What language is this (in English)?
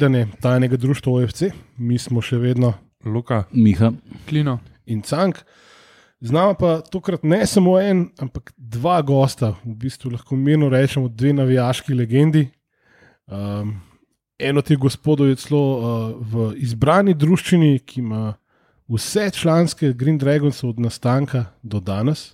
Slovenian